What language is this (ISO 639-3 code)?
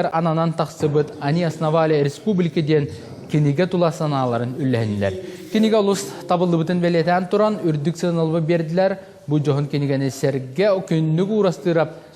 sah